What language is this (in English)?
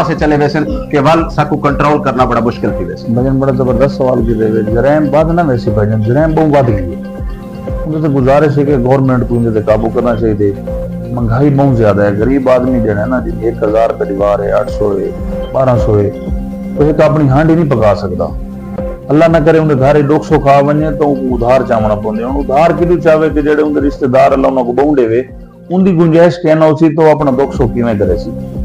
Saraiki